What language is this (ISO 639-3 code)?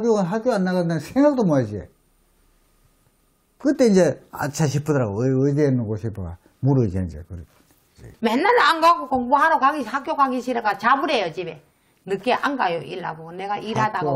kor